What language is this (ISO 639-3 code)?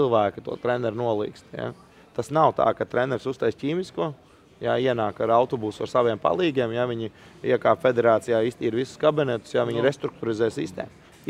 lav